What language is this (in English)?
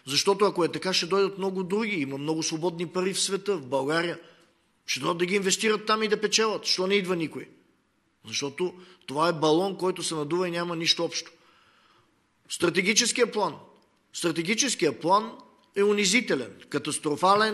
Bulgarian